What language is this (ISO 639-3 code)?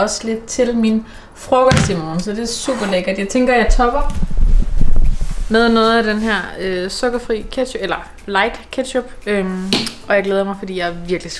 dan